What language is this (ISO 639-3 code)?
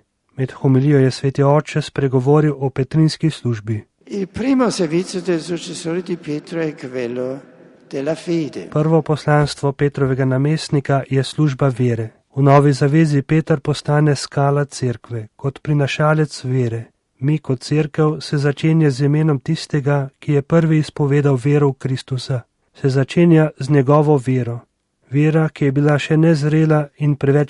slv